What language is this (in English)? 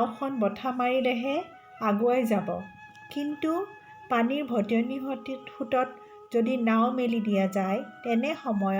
Assamese